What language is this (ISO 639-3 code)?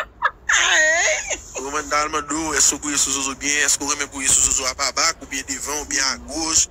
hat